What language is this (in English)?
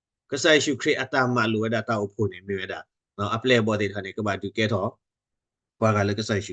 S'gaw Karen